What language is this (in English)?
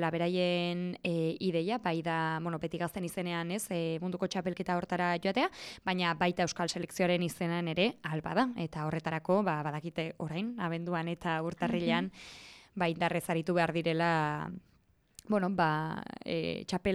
Basque